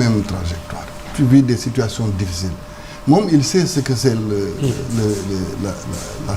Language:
Wolof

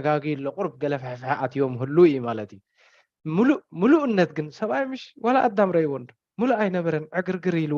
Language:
Tigrinya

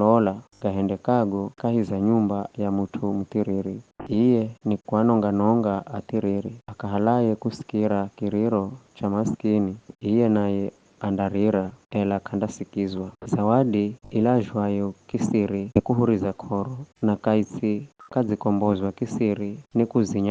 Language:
Giryama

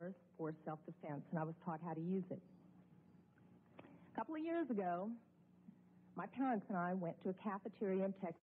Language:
English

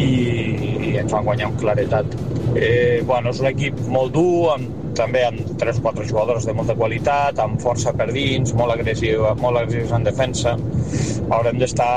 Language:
Catalan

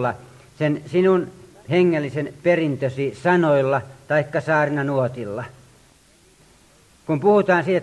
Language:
Finnish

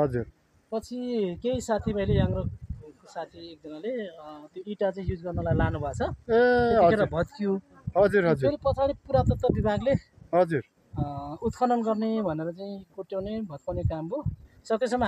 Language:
Nepali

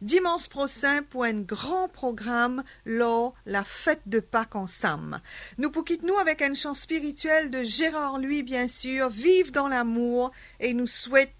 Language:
Morisyen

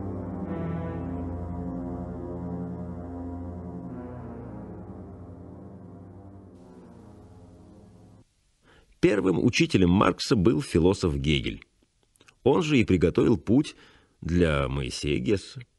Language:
Russian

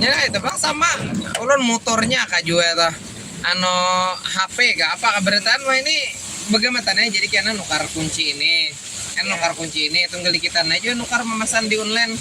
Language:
Banjar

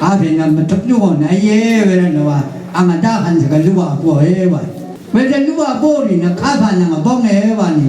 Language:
Rawang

